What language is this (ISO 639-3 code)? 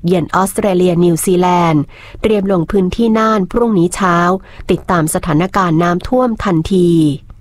tha